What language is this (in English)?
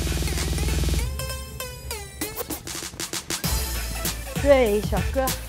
Dutch